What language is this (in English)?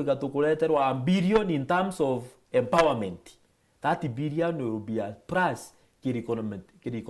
Meru